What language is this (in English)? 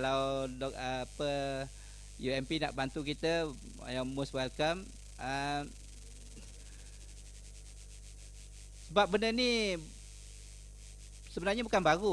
Malay